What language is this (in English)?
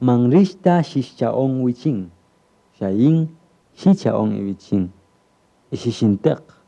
Kaqchikel